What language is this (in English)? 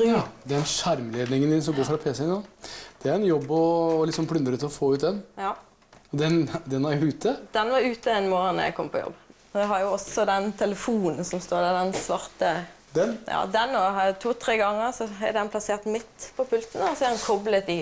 Norwegian